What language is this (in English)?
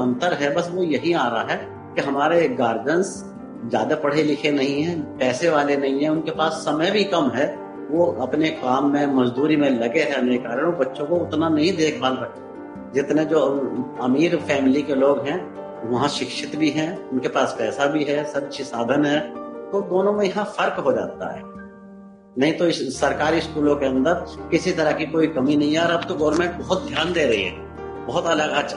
Hindi